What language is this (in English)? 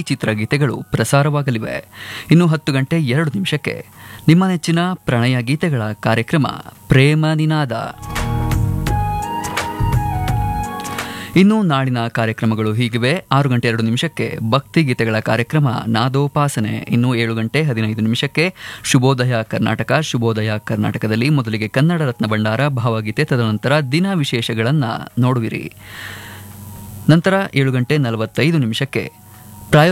Kannada